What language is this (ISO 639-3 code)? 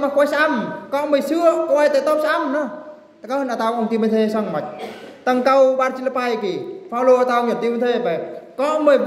bru